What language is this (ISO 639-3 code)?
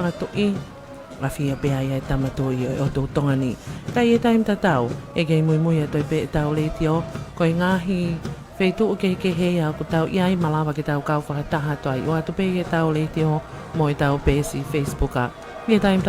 ton